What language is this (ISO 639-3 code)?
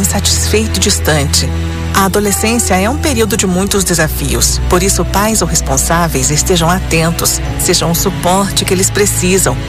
por